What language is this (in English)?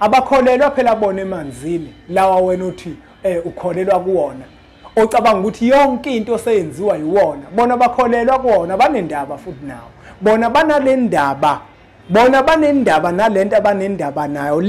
Zulu